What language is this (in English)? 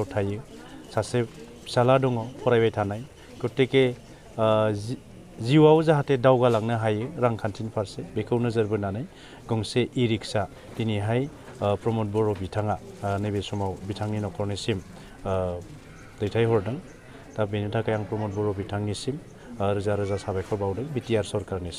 Bodo